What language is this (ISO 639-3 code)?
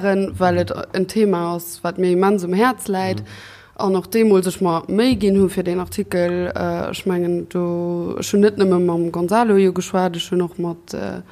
ltz